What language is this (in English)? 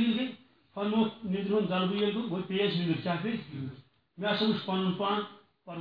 Kashmiri